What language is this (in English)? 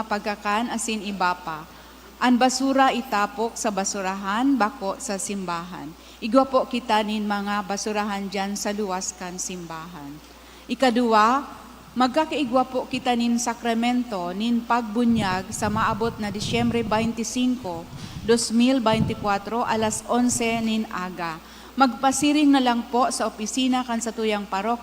Bikol